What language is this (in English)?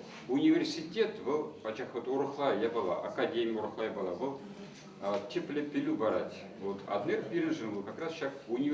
Chuvash